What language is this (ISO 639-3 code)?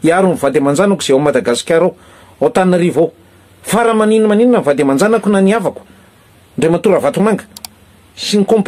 mlg